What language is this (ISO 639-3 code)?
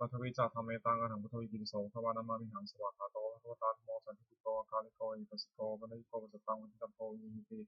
pli